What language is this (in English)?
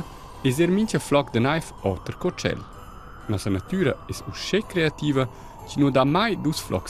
Romansh